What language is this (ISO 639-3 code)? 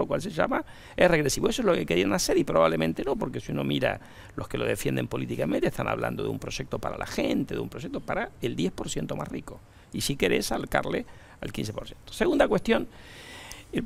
spa